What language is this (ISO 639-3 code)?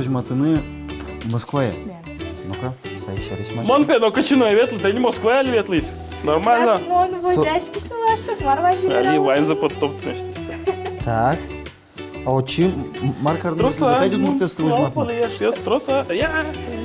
udm